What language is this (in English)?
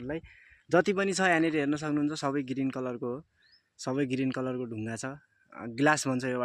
Nepali